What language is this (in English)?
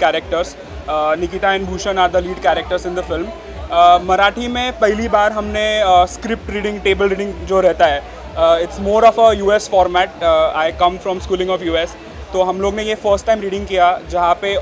Hindi